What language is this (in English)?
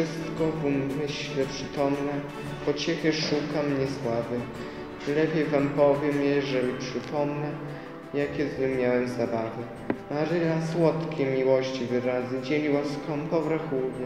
Polish